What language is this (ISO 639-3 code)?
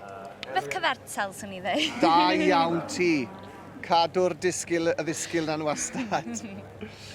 cym